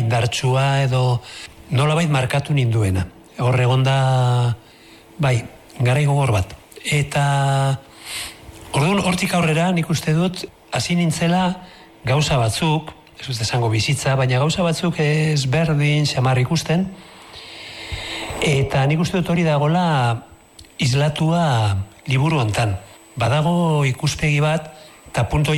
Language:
Basque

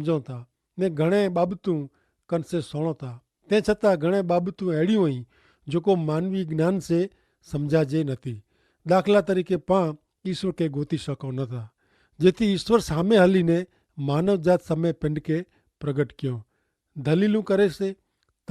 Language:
Kachhi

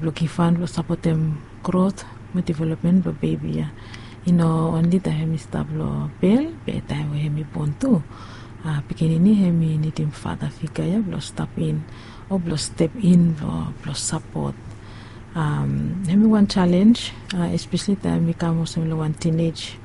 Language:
Bislama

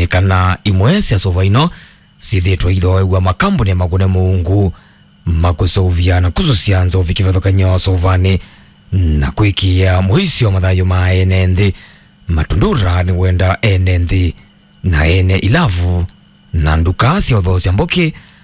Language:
Kamba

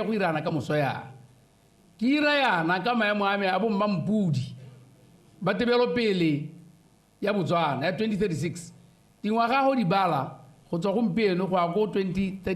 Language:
Tswana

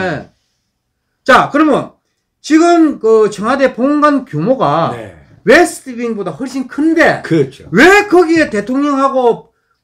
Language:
Korean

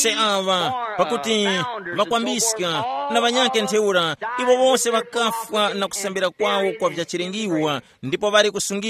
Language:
Tumbuka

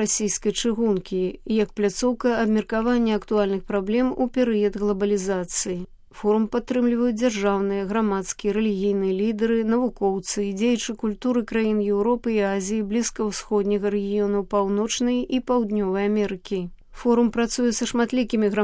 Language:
Belarusian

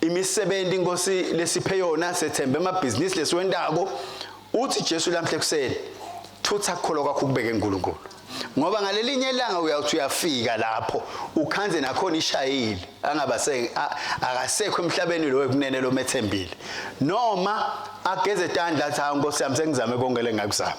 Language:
Swati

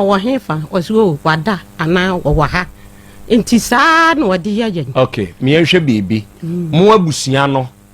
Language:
Akan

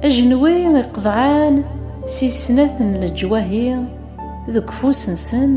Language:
Kabyle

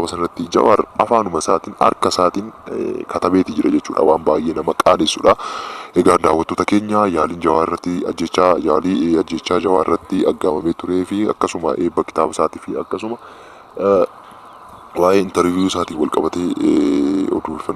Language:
Oromo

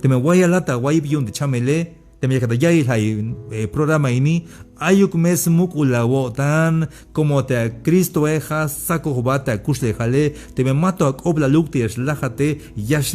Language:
Tzeltal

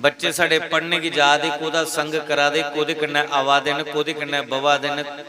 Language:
Dogri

